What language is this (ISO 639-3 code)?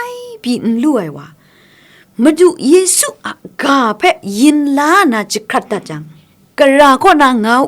kac